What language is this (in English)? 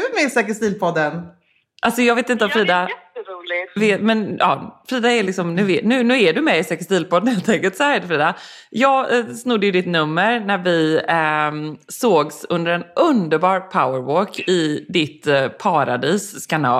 Swedish